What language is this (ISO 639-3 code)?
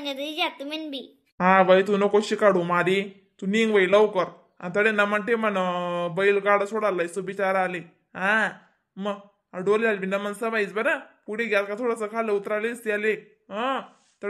khn